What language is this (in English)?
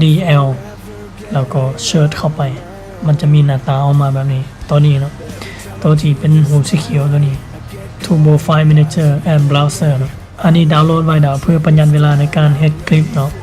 Lao